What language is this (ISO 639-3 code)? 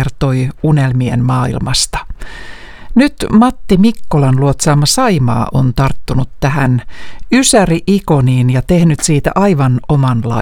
fin